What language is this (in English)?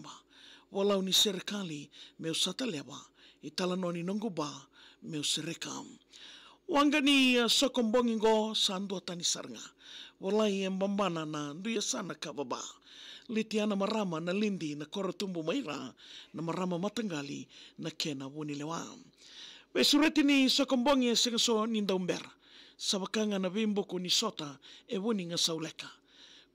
Fijian